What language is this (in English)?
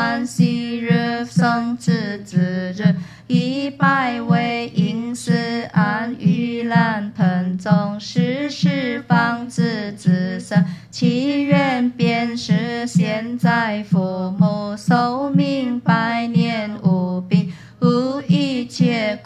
Chinese